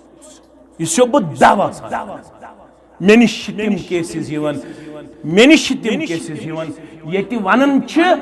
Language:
Kashmiri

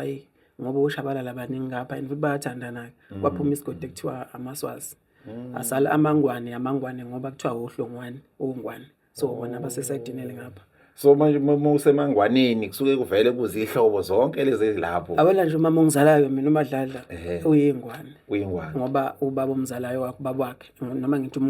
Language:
Zulu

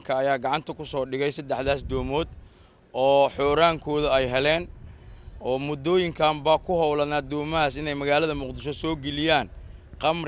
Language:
Somali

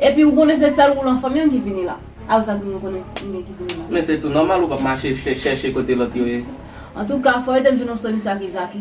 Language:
Haitian Creole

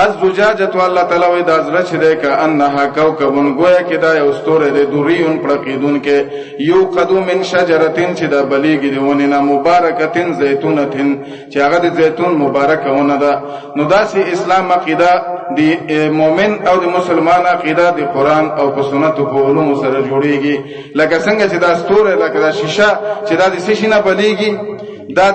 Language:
Pashto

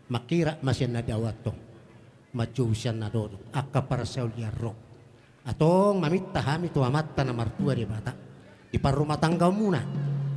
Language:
Batak Toba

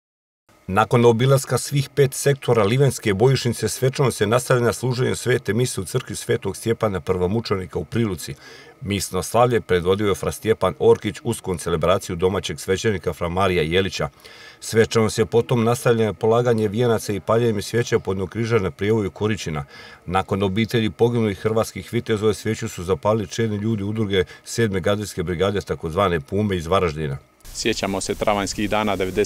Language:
Croatian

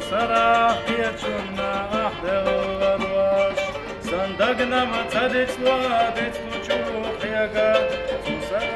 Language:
Chechen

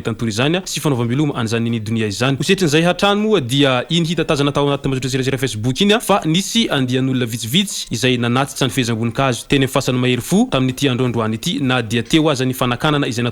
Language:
Malagasy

